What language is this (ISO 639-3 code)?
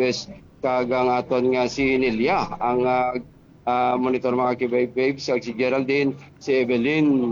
hil